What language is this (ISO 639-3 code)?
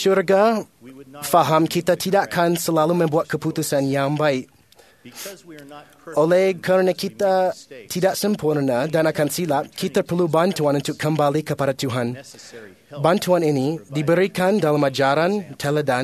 msa